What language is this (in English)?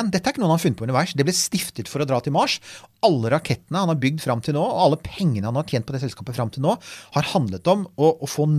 Norwegian